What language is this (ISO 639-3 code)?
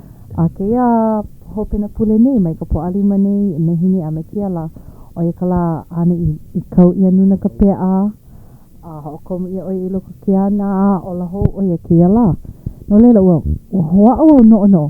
haw